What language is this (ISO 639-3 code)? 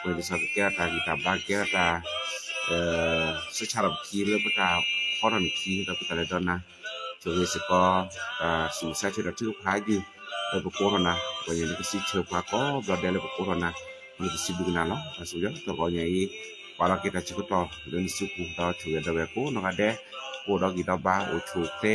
ksw